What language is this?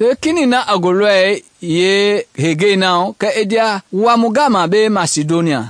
Mende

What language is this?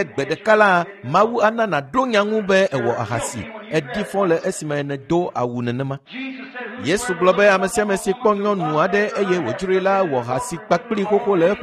Ewe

